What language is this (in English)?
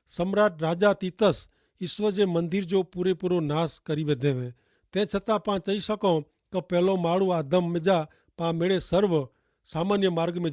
Kachhi